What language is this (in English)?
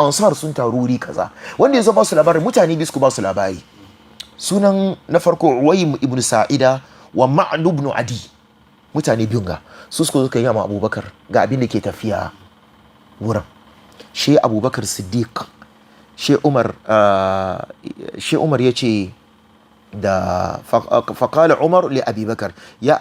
Hausa